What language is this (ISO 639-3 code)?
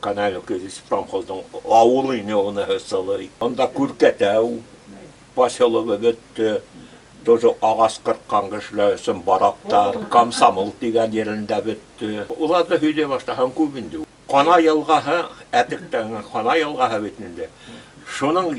bak